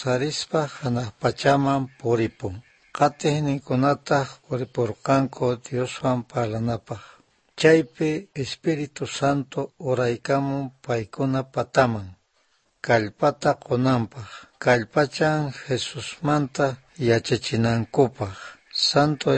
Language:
South Bolivian Quechua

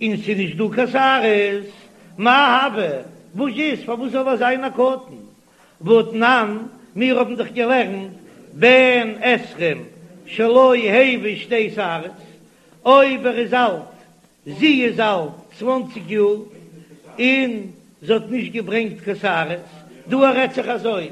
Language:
Yiddish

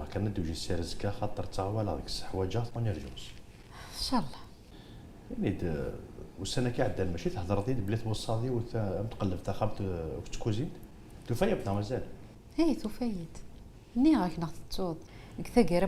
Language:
Kabyle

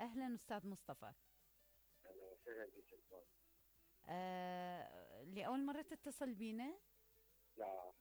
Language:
Mesopotamian Arabic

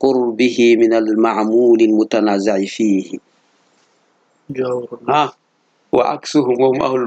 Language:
Arabic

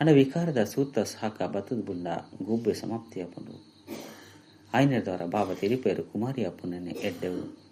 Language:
Tulu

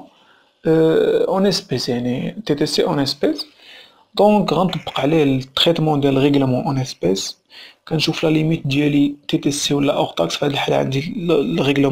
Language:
Moroccan Arabic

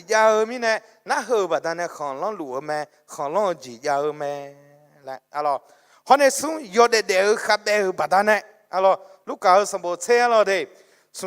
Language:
Akha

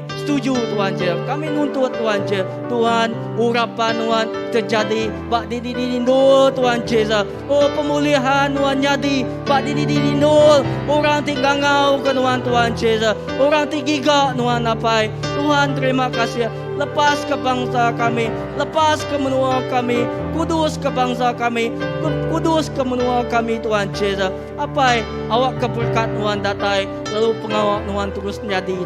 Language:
Iban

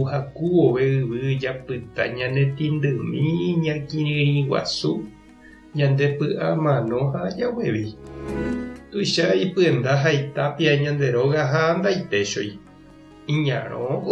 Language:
Guarani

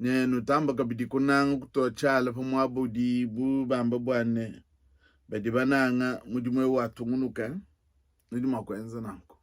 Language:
Luba-Lulua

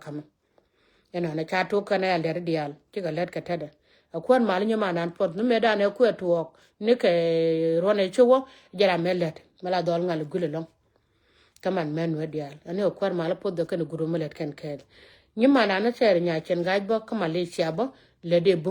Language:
Nuer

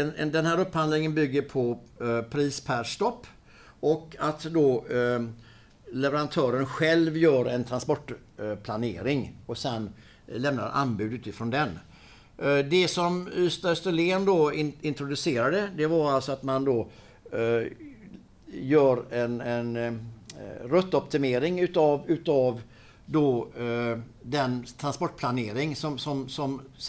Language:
Swedish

